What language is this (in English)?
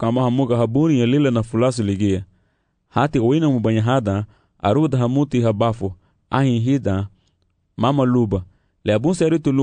Garifuna